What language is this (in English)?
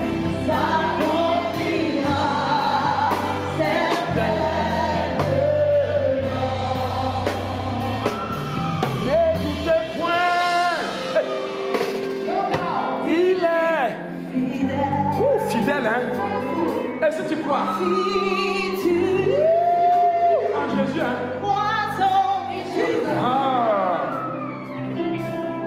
French